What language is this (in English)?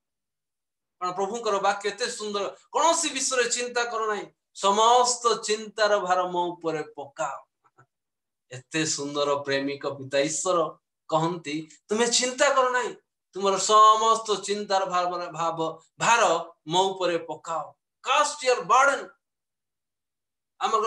Odia